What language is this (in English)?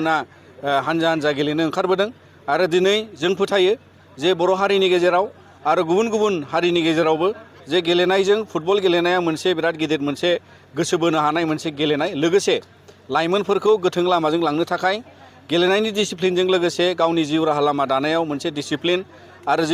Bodo